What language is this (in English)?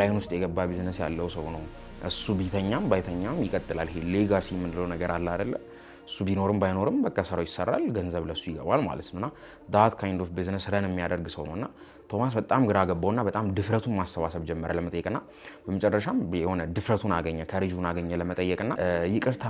Amharic